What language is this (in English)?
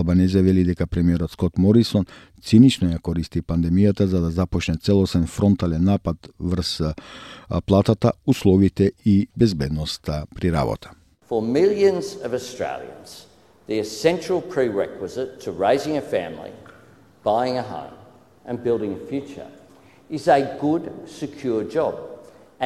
Macedonian